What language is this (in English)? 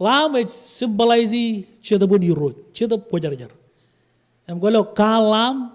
Marshallese